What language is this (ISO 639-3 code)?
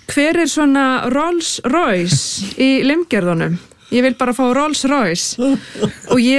isl